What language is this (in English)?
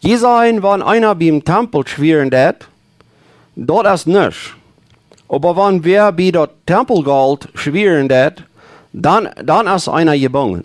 Plautdietsch